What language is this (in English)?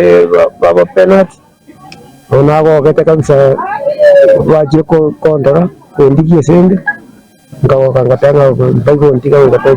Gusii